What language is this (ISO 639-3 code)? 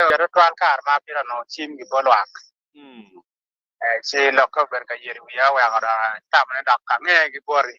ach